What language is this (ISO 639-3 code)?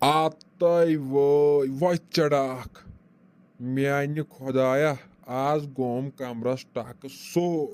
kas